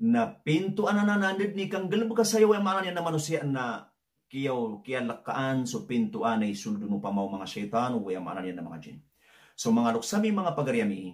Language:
Maranao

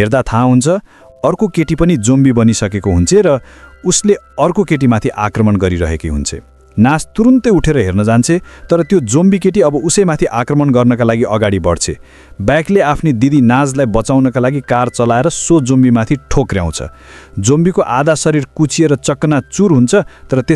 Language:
Nepali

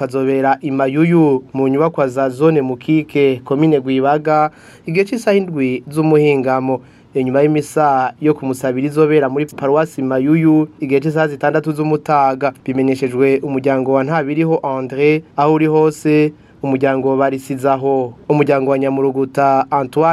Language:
Rundi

